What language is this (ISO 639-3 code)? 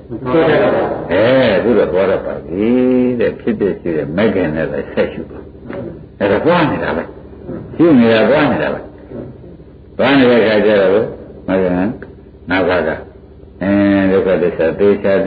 mya